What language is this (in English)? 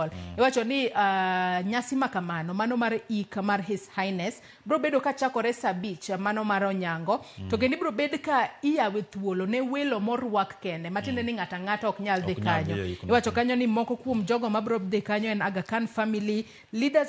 Luo (Kenya and Tanzania)